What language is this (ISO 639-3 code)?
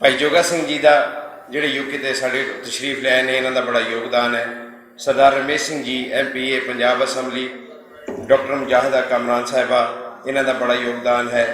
lah